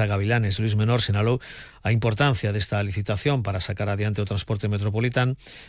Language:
Galician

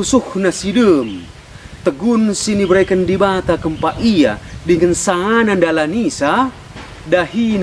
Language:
Batak Karo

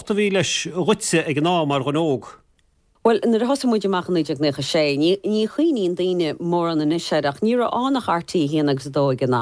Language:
Irish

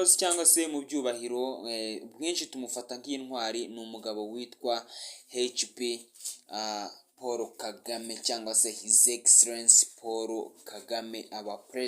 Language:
Kinyarwanda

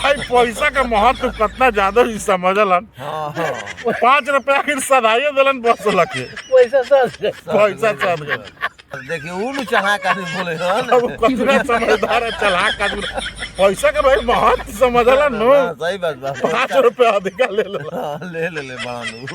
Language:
Bhojpuri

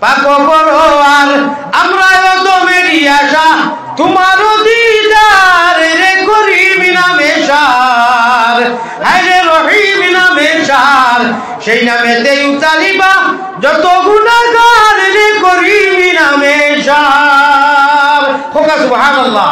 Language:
Sylheti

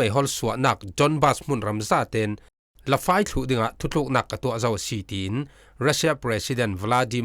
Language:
Falam Chin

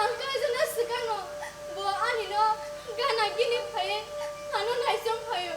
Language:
Kok Borok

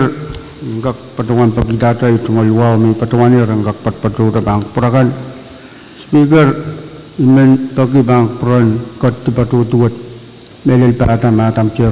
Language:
Pohnpeian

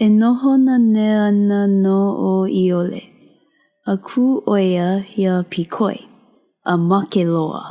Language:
Hawaiian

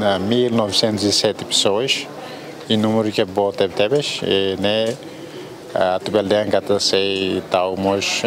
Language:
Tetum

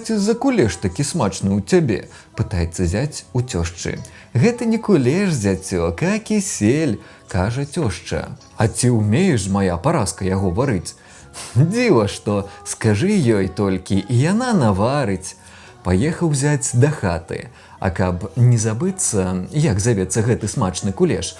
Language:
Belarusian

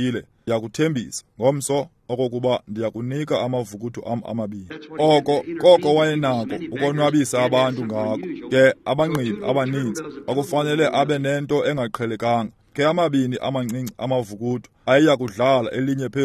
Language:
Xhosa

